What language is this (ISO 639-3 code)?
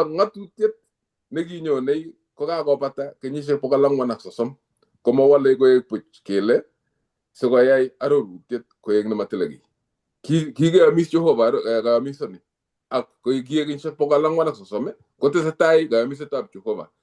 kln